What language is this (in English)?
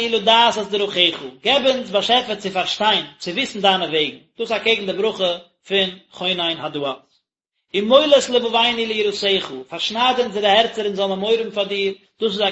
Yiddish